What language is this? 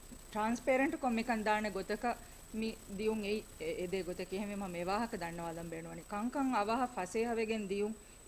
Divehi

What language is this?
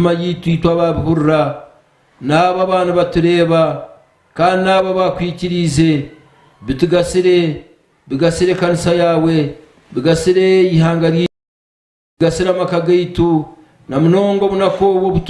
Nyankole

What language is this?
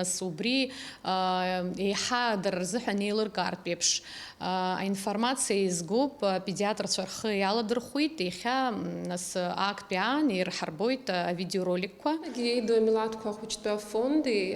Abkhazian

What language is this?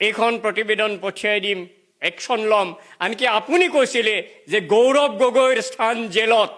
Assamese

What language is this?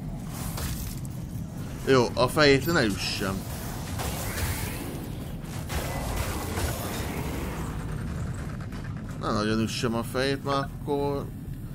Hungarian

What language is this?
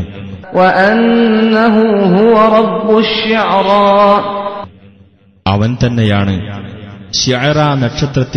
Malayalam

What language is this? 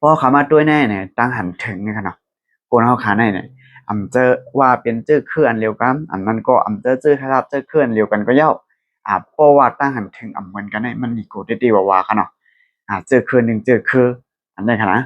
Shan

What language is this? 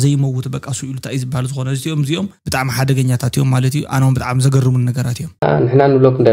Tigrinya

